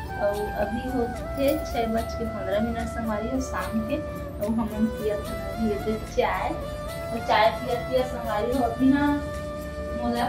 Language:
Chhattisgarhi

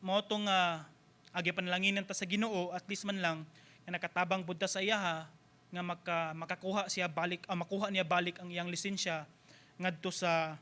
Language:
Cebuano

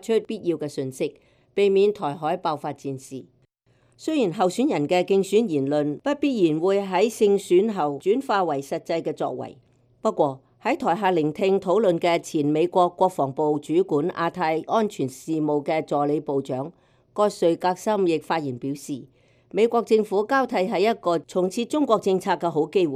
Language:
Cantonese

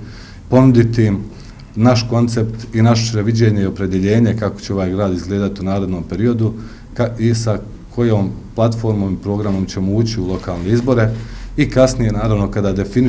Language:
Bosnian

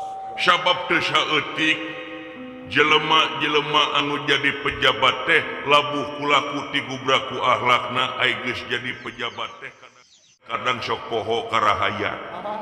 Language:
Sundanese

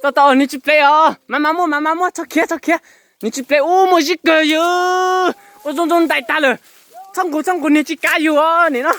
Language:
Hmong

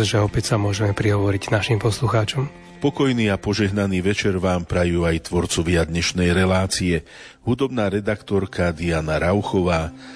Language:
Slovak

